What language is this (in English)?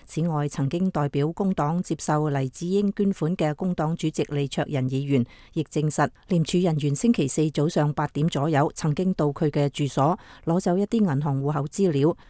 Cantonese